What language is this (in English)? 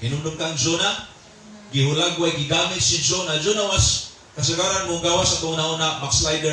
Cebuano